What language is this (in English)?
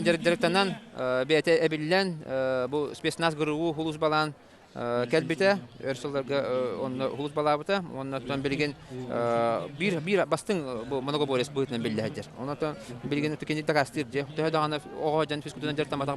Yakut